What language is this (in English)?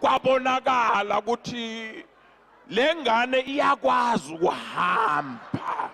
Zulu